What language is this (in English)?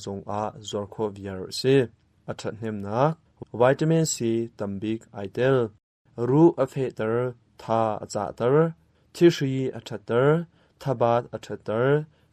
Hakha Chin